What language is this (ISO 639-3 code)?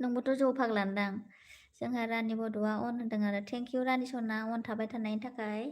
brx